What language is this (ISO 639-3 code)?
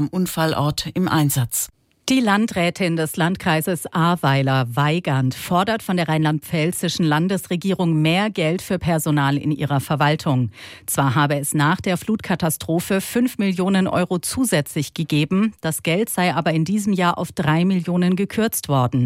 deu